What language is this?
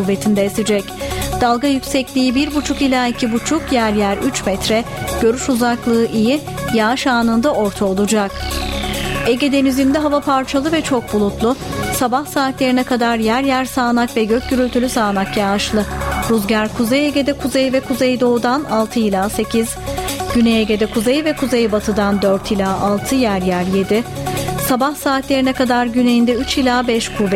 Turkish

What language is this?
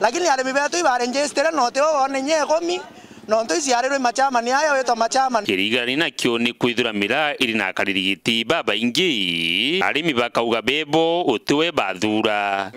Meru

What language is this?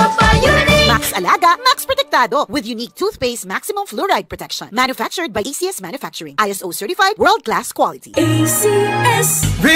Bikol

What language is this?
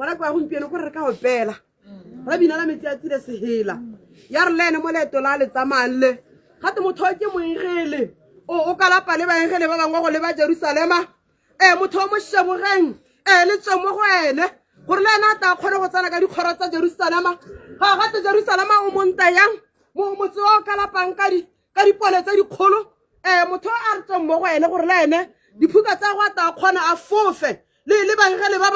Tswana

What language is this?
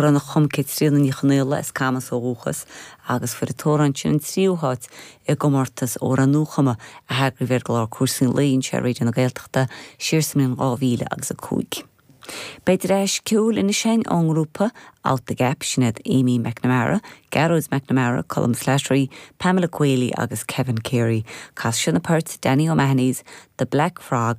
Irish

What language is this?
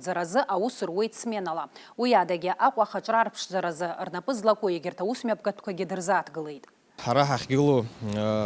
Abkhazian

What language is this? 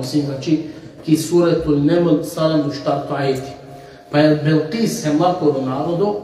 Balkan Romani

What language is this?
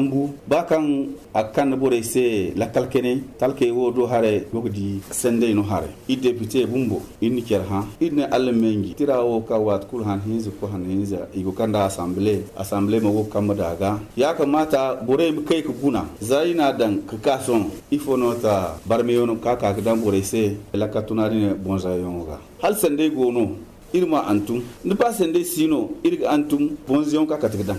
Zarma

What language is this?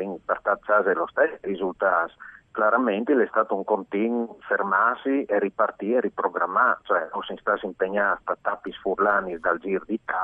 Friulian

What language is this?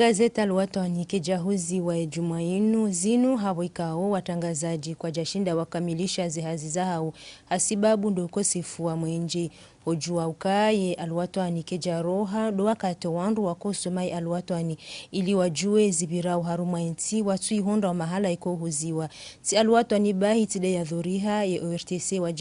Ngazidja Comorian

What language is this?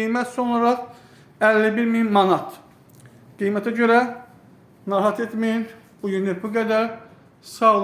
Azerbaijani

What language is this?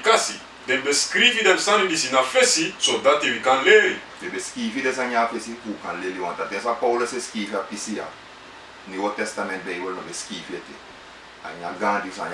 Sranan Tongo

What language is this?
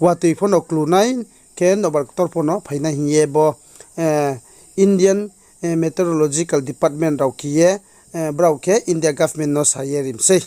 Riang (India)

